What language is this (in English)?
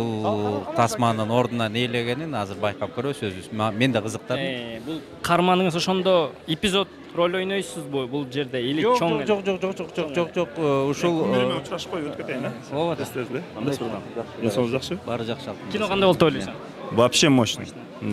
Kyrgyz